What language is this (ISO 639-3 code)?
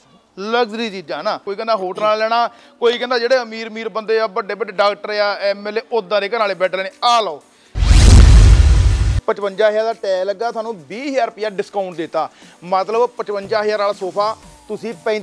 pan